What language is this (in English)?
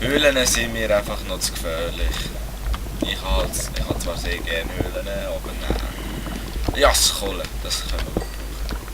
Swiss German